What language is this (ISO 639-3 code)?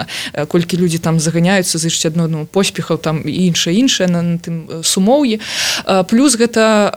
bel